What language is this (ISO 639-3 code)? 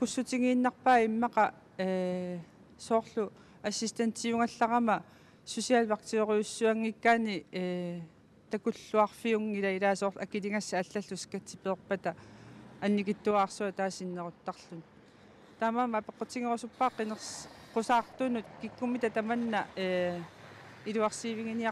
kal